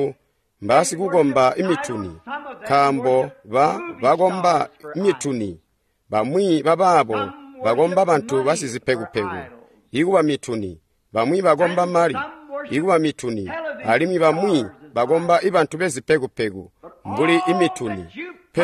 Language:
Tonga (Zambia)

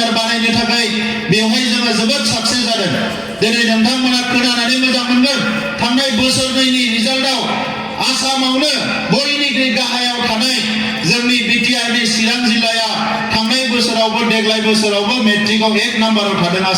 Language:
Bodo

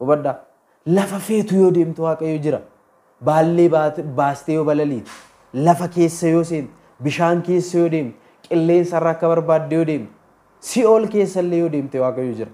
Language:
Oromo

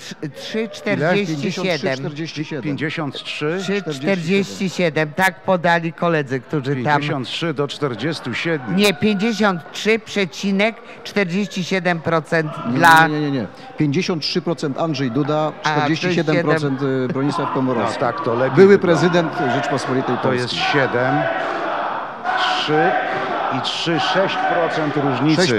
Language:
Polish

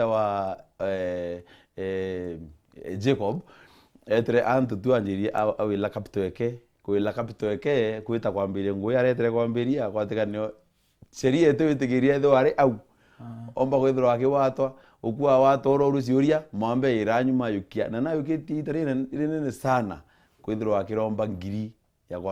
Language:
Meru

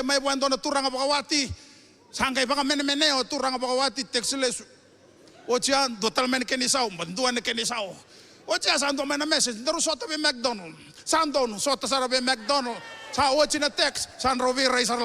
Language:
Fijian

